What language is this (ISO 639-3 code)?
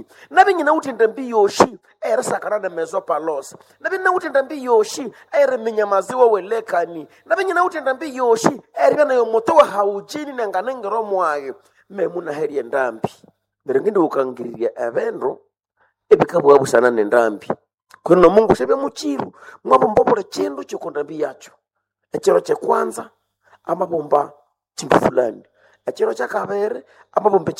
nnb